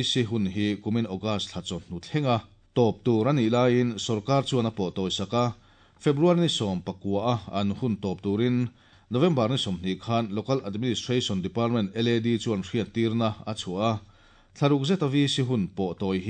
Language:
Mizo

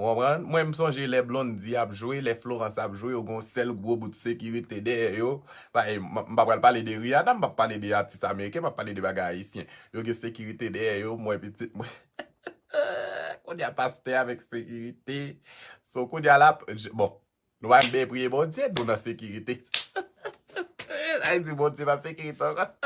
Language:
Haitian Creole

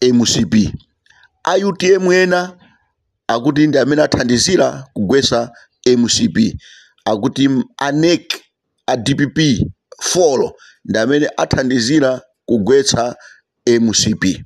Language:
Nyanja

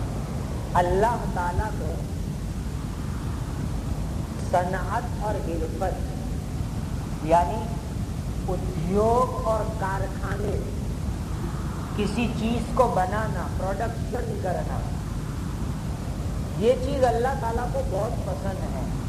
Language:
Urdu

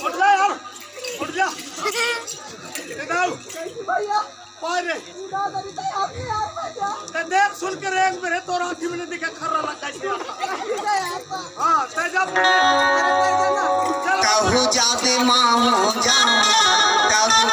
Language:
Chhattisgarhi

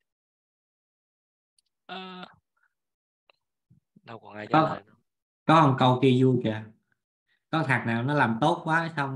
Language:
Vietnamese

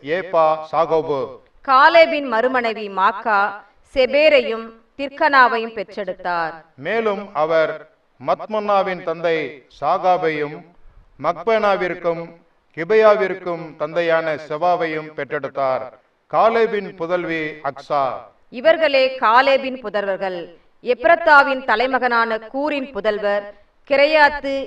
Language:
Tamil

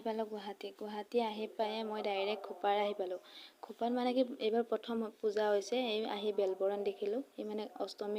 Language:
Assamese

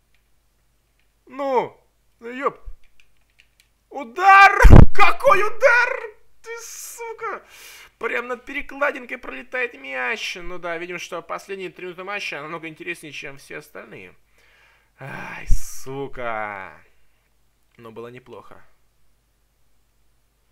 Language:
Russian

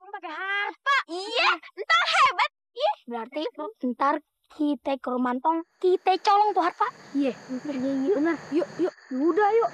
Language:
Betawi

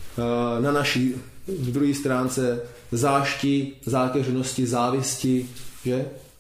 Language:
Czech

